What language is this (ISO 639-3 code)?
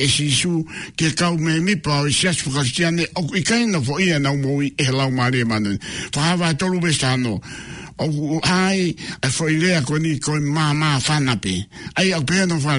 ton